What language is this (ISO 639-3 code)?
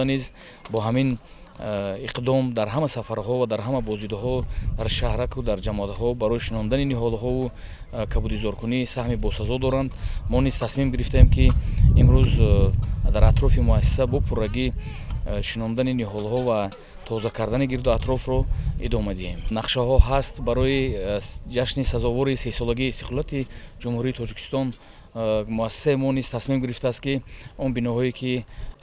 tgk